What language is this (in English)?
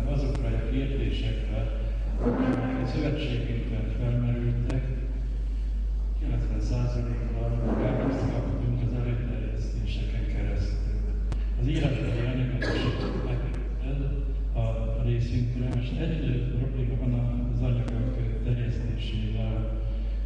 Hungarian